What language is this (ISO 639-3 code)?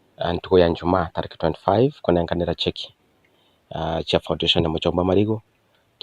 mer